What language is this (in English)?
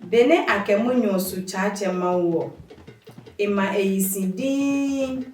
Adangme